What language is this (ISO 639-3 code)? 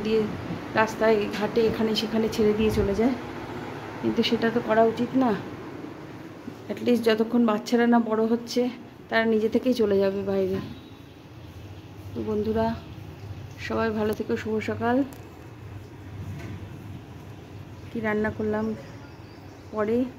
ben